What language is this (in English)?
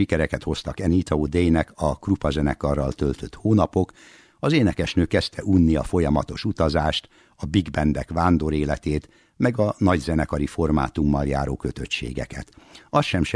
Hungarian